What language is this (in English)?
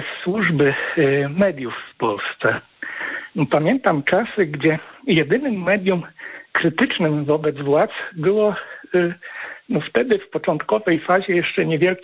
Polish